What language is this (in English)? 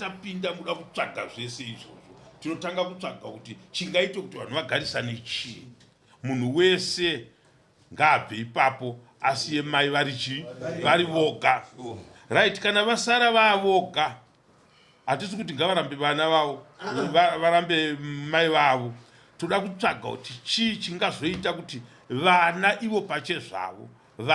Shona